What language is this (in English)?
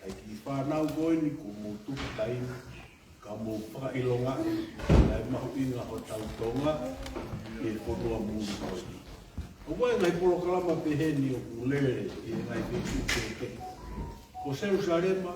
Tongan